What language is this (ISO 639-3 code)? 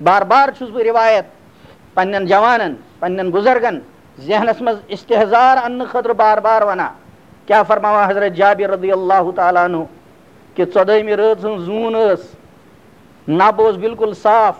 kas